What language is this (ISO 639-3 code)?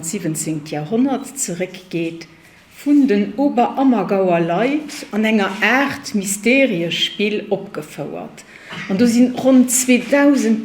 ltz